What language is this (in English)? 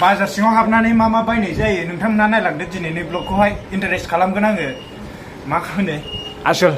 Bodo